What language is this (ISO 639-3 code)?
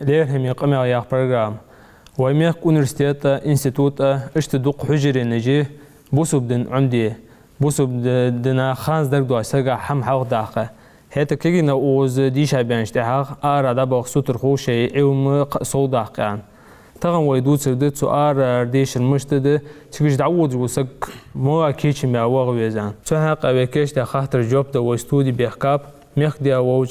inh